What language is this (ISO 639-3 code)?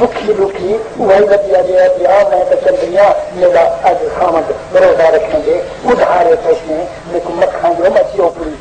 skr